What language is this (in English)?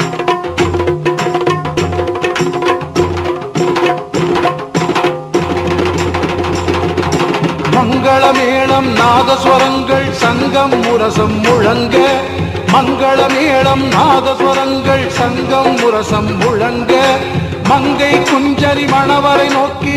Tamil